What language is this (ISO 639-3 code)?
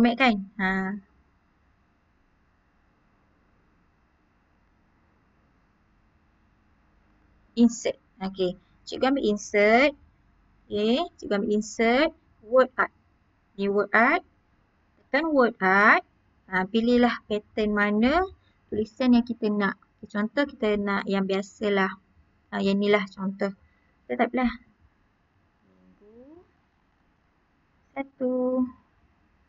msa